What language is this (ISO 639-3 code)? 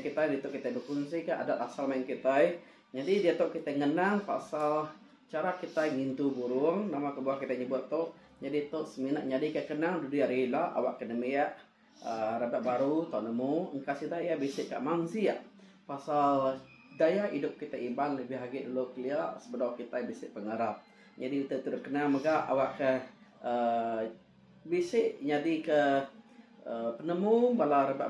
iba